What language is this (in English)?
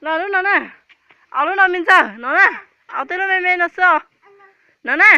Hmong